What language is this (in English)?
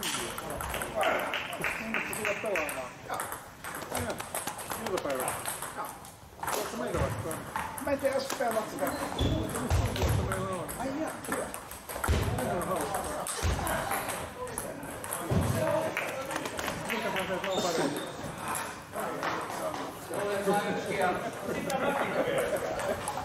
Finnish